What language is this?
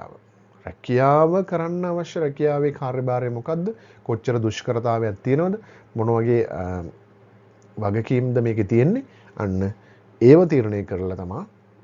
Sinhala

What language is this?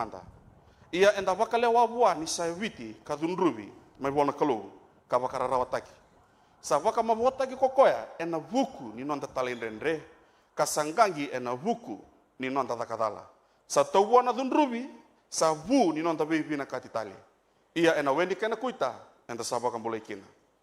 Fijian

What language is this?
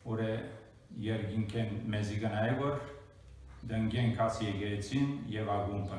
Western Armenian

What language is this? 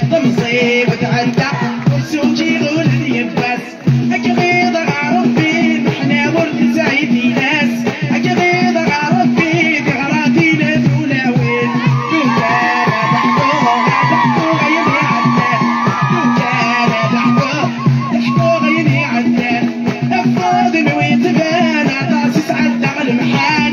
Kabyle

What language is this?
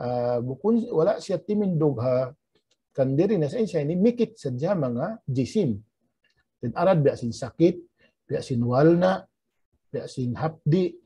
Tausug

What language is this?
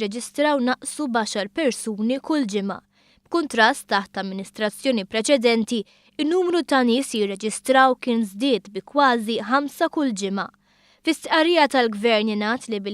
Maltese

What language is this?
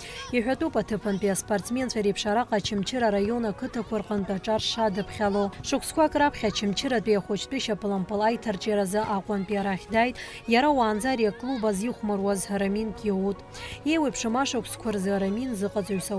Abkhazian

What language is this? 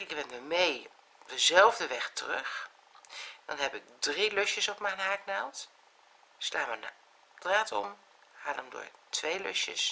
Dutch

